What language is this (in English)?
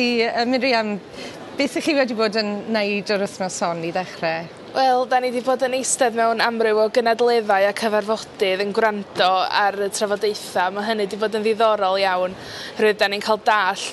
Welsh